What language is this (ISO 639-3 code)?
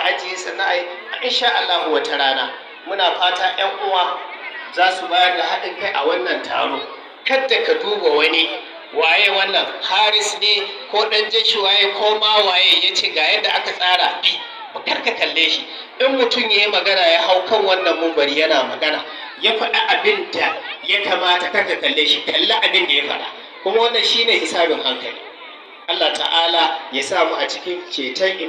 hau